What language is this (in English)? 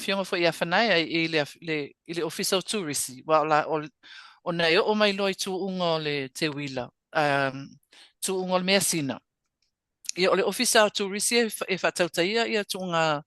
Samoan